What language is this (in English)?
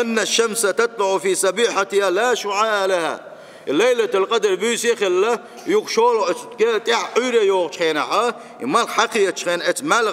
Chechen